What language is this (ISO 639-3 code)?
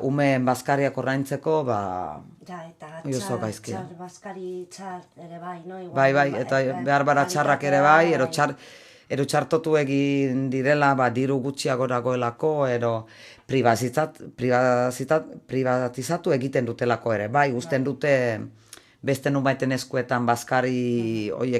eus